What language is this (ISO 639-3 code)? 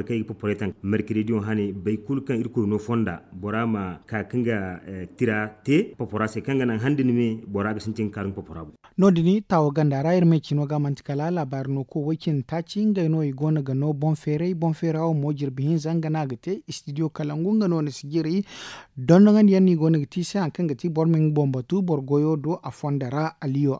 dje